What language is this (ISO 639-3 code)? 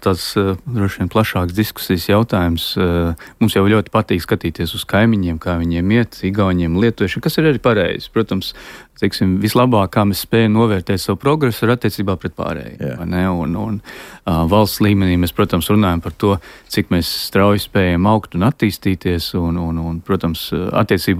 lav